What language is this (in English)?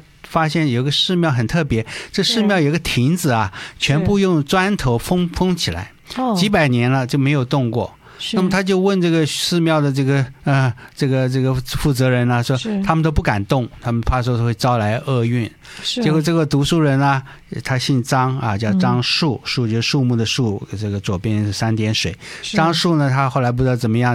Chinese